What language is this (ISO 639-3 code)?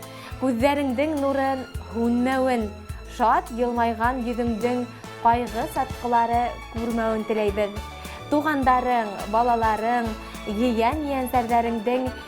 bak